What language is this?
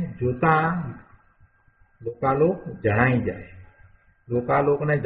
Gujarati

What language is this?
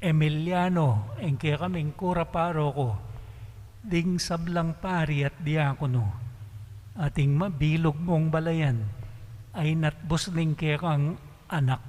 Pampanga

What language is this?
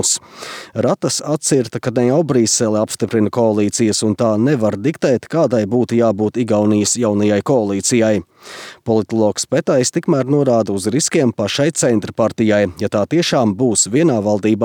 Latvian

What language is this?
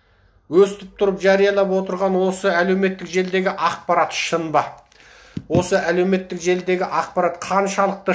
Kazakh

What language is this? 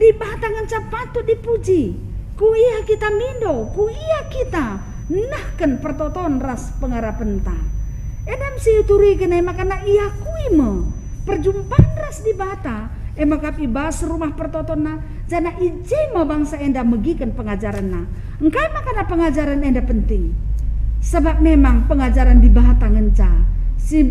Batak Karo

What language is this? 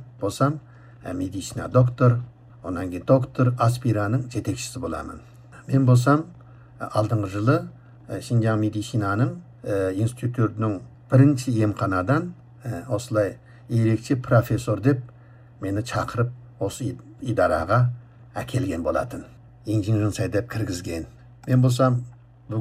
Kazakh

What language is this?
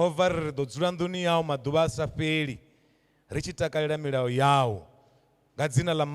Venda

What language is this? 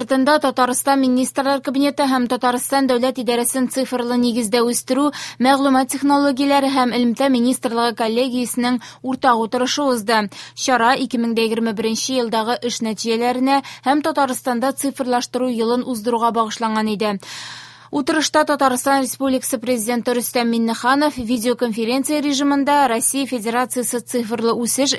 Tatar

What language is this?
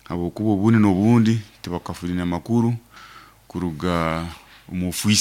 Nyankole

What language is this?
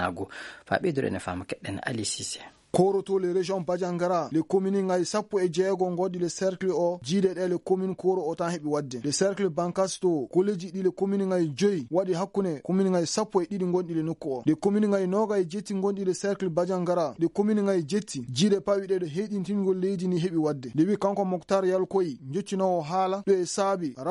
Fula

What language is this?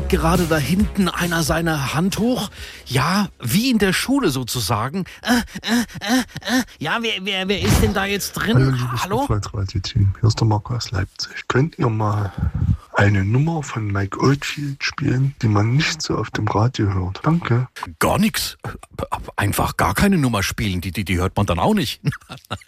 German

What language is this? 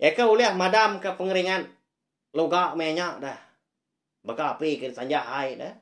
Iban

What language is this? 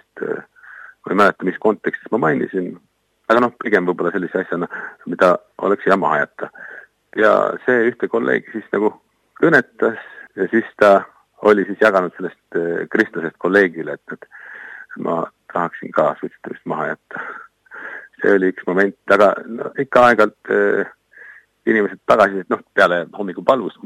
Estonian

